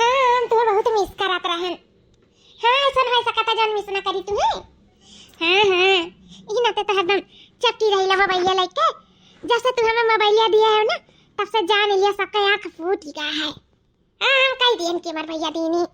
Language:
Awadhi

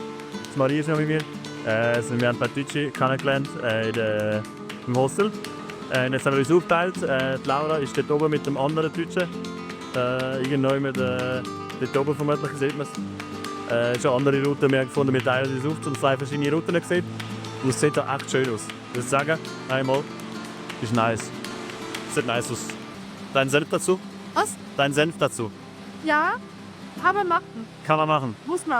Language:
Swiss German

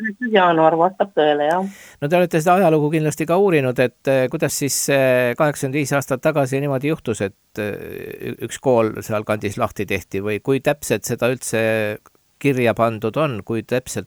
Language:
Estonian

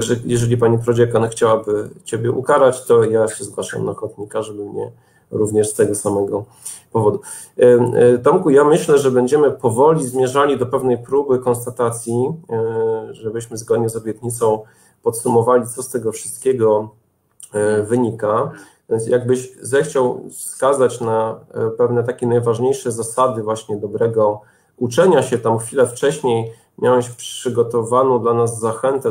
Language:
Polish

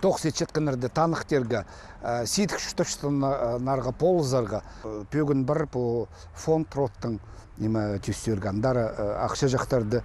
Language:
Khakas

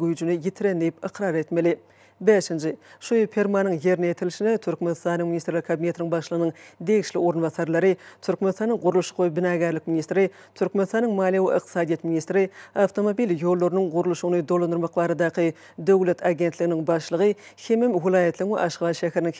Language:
Turkmen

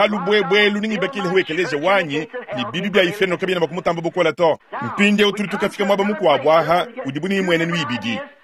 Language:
Luba-Lulua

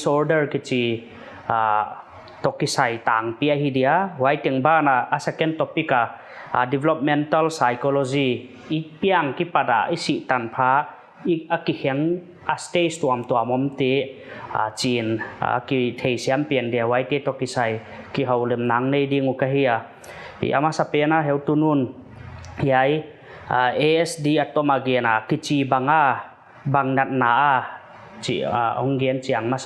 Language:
Paite Chin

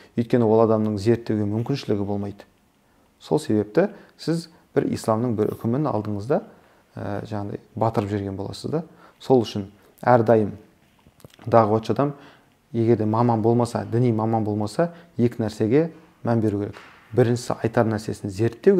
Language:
Kazakh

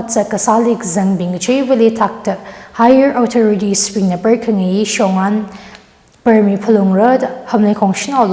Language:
Tangkhul Naga (India)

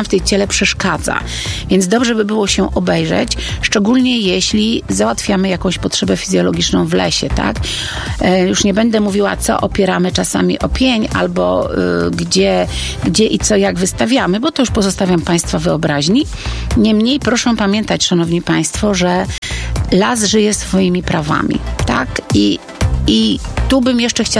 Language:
Polish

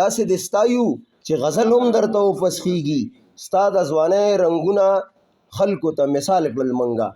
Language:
Pashto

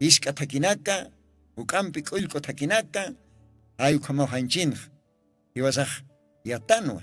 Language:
Aymara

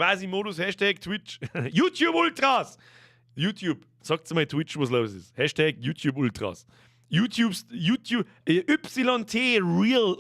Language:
Bavarian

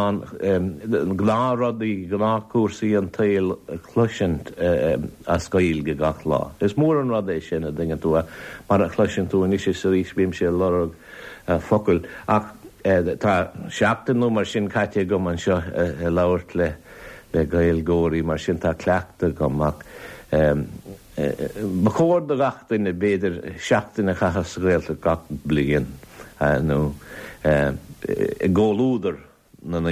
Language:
Irish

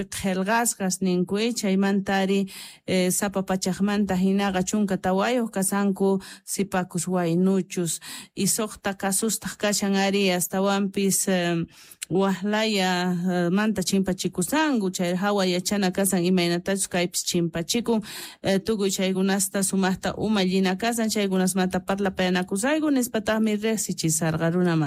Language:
Quechua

